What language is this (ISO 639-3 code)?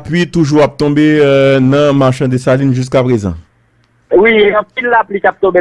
hat